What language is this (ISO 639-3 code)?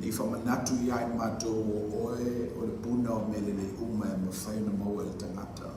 smo